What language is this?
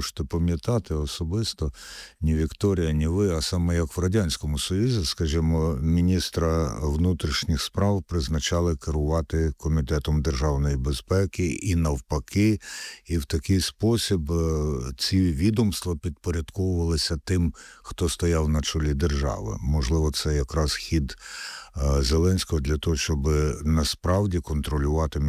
Ukrainian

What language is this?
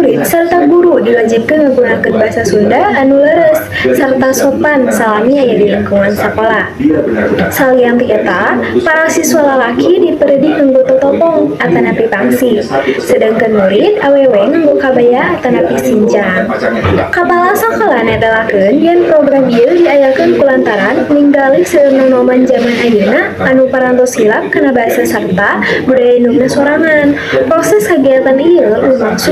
Sundanese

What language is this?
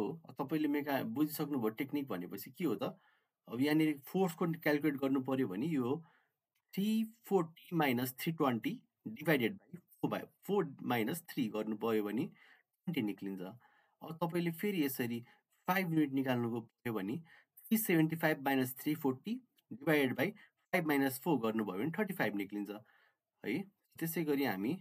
Nepali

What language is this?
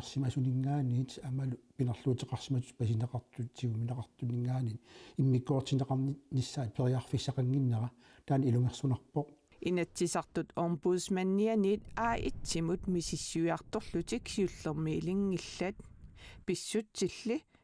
Kalaallisut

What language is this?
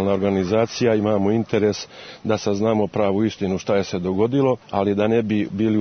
Serbian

